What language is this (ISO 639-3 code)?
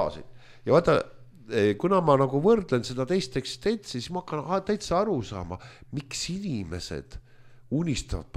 est